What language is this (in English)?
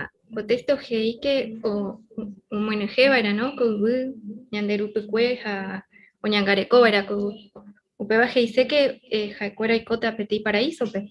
Guarani